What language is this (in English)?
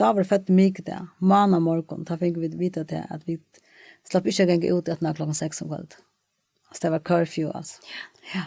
Faroese